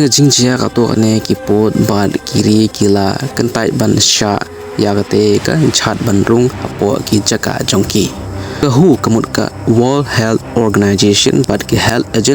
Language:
Khasi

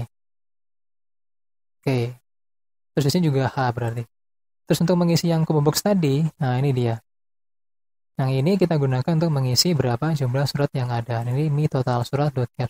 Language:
Indonesian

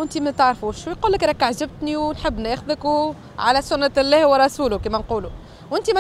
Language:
Tunisian Arabic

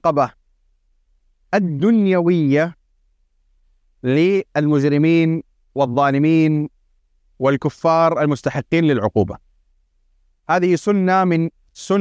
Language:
Arabic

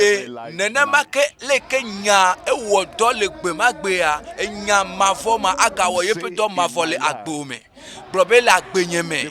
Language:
Ewe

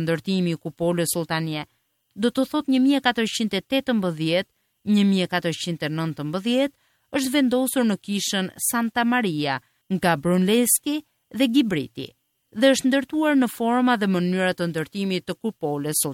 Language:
Albanian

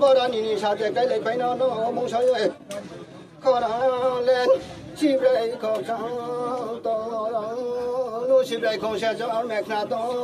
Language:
Riang (India)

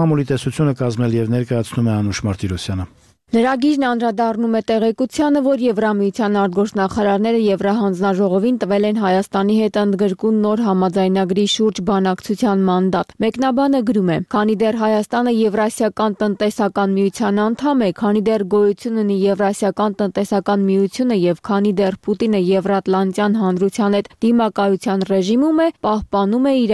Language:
Armenian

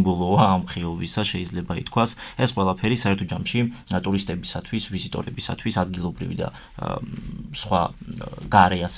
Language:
Georgian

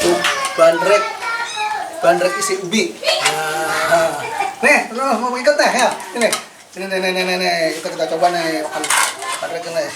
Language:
Betawi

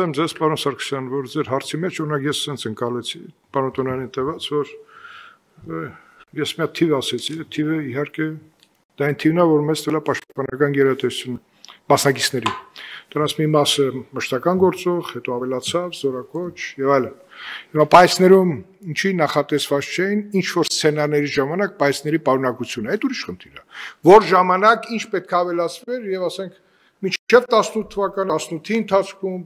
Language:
Armenian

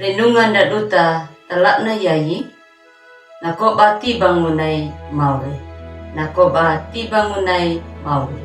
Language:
Anakalangu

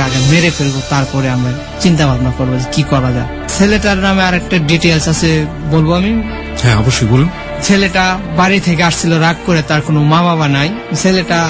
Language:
Bangla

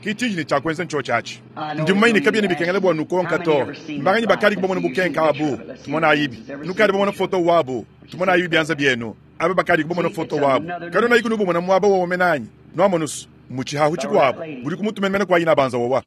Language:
Luba-Lulua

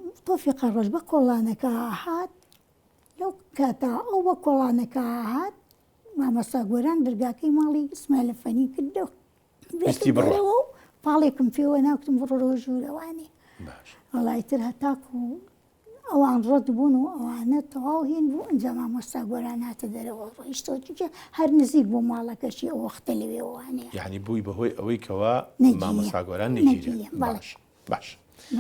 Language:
Central Kurdish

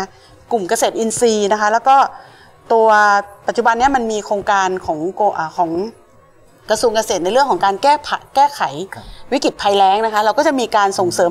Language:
Thai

